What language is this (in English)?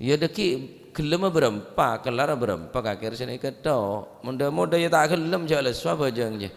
Madurese